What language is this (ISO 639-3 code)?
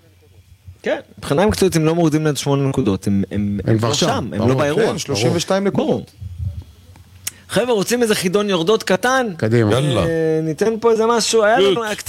heb